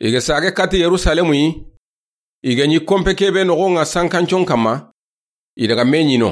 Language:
Soninke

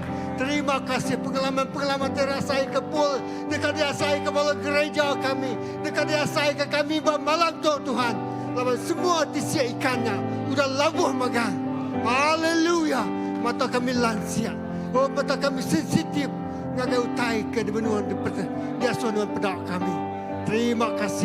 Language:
Iban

